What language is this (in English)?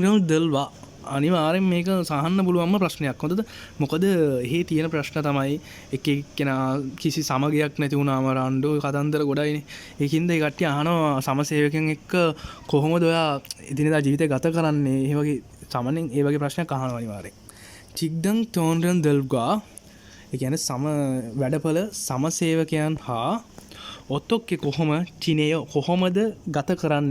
Sinhala